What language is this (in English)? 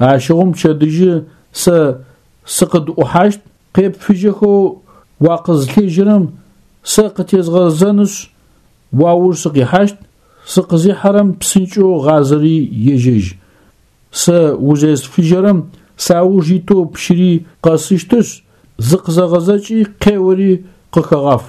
Adyghe